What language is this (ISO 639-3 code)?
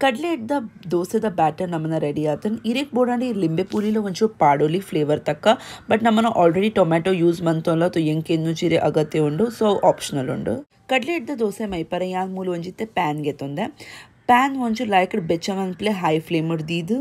tcy